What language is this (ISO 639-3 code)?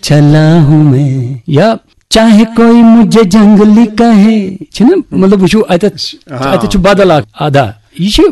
kas